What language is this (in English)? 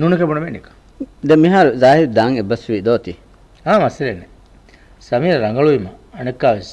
Divehi